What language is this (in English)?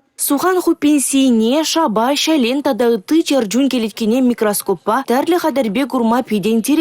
Chuvash